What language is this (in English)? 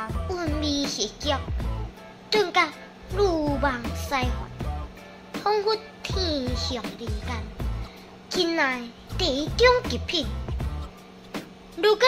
Min Nan Chinese